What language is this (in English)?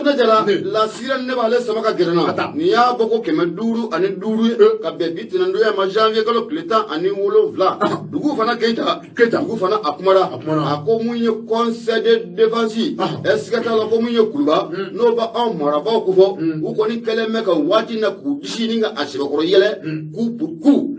Bambara